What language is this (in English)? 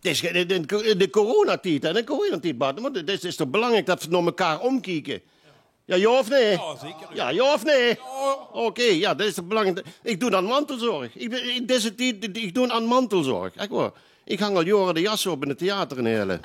Limburgish